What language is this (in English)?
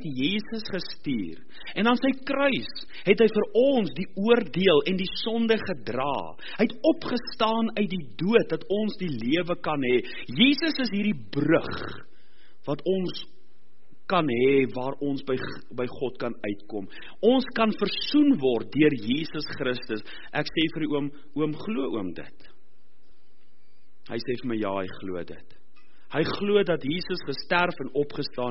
Afrikaans